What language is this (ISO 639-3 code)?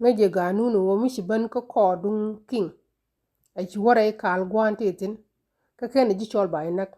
nus